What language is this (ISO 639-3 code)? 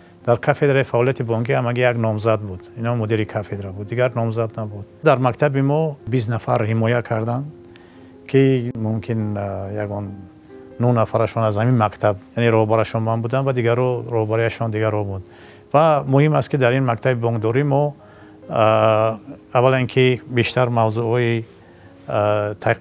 tgk